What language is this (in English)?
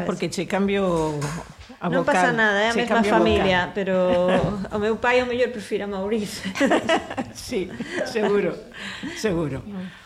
Galician